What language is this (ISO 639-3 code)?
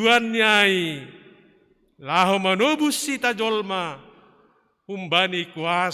bts